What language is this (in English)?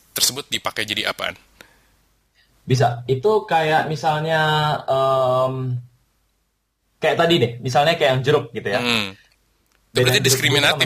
Indonesian